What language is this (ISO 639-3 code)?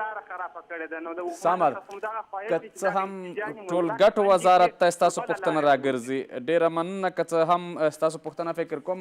pus